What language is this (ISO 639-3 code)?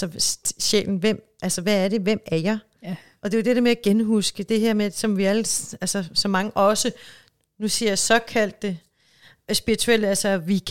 dan